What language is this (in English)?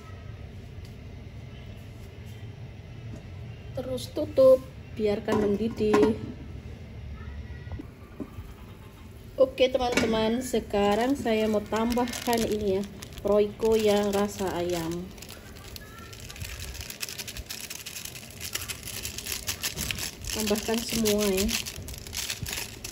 Indonesian